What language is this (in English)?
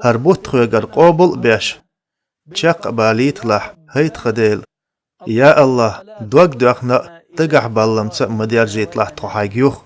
Chechen